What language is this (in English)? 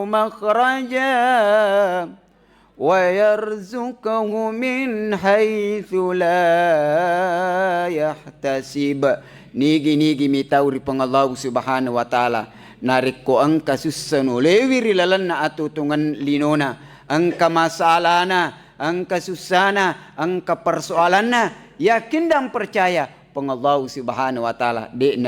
Buginese